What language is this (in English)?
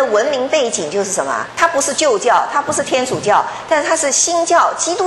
Chinese